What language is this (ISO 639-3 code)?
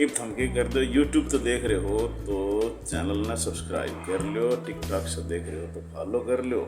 bgc